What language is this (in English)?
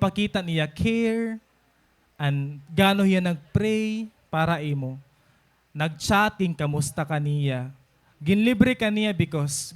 Waray